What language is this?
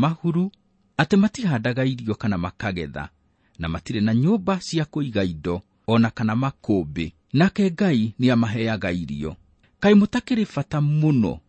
Kikuyu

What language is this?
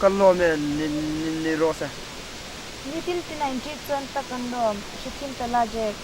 Hmar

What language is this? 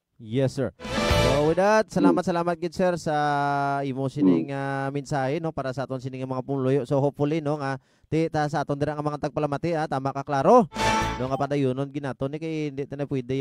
Hiligaynon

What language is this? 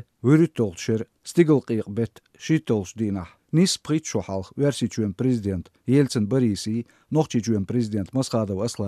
Chechen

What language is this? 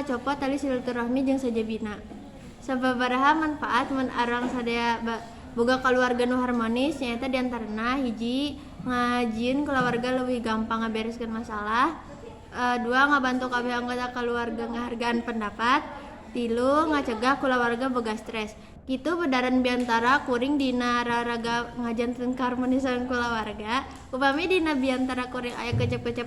Sundanese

